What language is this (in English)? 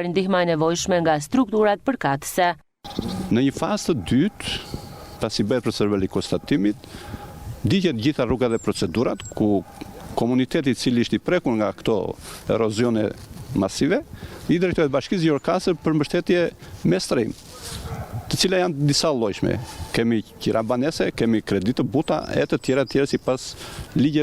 Albanian